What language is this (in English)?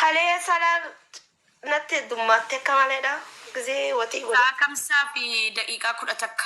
Oromo